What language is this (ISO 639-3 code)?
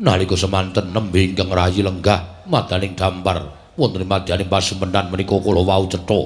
jav